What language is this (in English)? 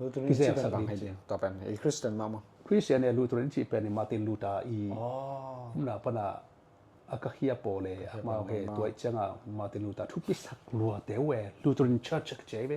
Tedim Chin